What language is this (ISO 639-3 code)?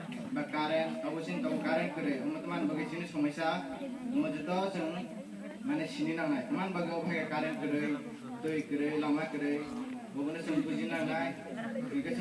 trp